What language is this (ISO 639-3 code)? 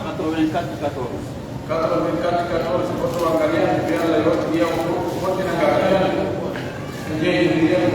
fuf